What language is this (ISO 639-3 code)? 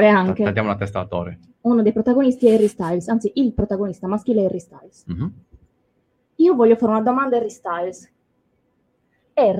ita